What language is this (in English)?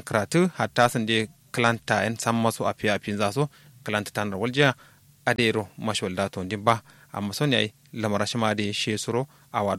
Kanuri